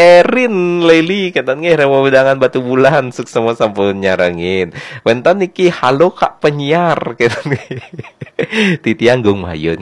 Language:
Balinese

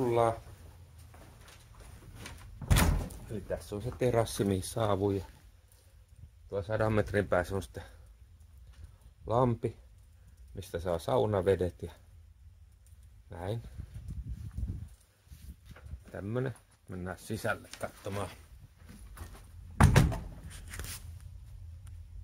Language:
Finnish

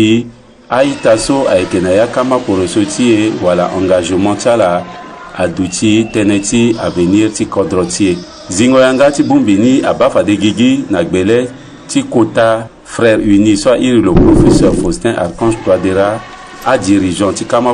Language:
Sango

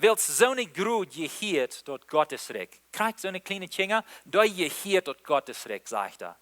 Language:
Plautdietsch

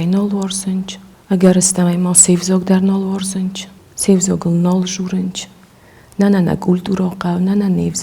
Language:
Ossetic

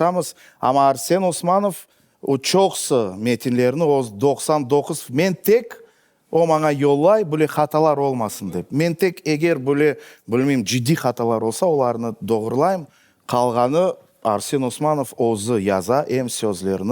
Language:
Crimean Tatar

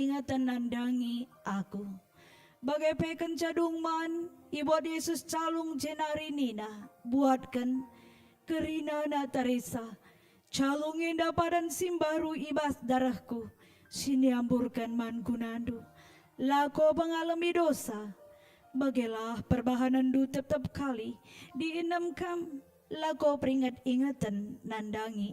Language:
Batak Karo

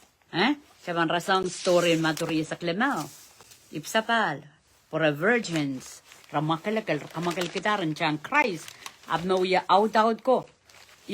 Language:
Pohnpeian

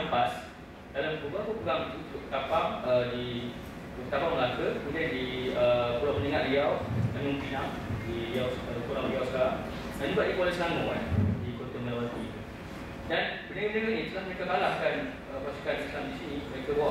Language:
Malay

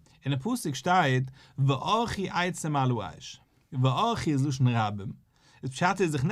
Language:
Yiddish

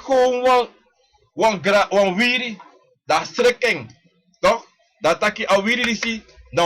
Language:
Sranan Tongo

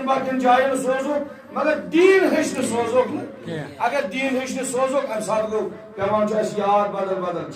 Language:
Kashmiri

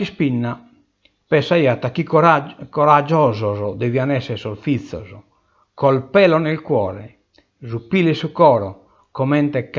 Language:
Sardinian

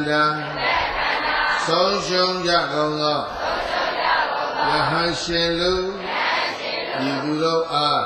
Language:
Burmese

